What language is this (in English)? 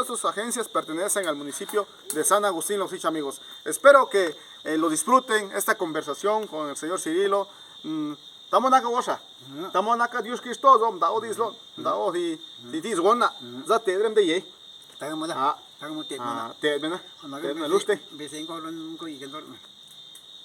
Zapotec